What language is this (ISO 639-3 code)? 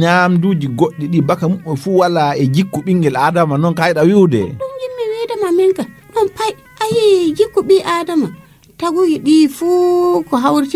ful